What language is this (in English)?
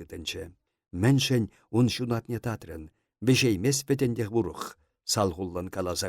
Chuvash